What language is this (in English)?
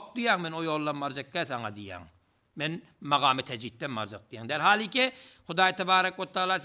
Turkmen